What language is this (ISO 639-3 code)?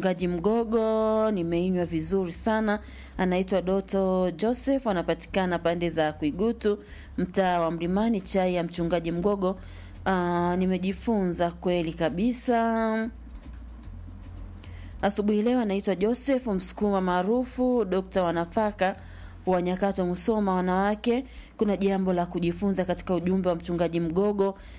swa